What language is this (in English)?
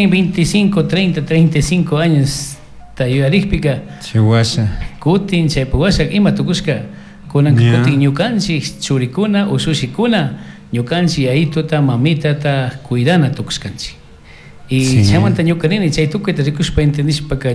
Chimborazo Highland Quichua